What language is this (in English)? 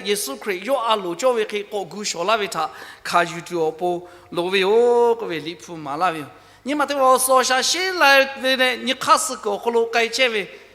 Lahu